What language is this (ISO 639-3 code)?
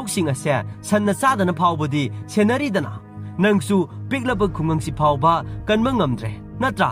mni